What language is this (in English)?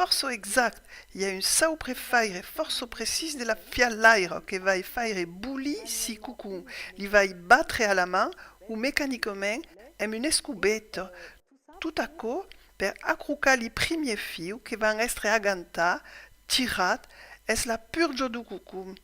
Occitan